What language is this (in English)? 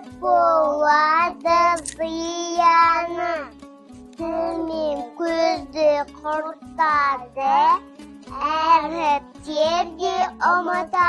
Kazakh